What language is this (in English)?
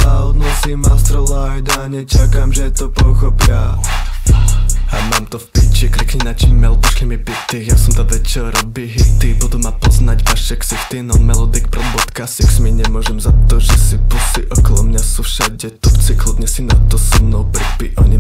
Slovak